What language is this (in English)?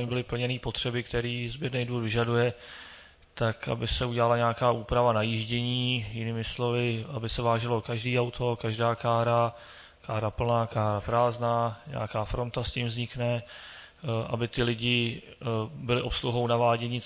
Czech